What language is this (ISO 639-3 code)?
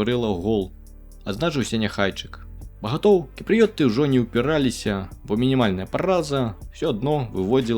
bel